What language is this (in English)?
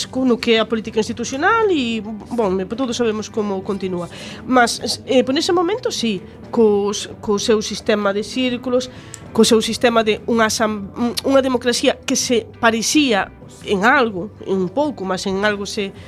Galician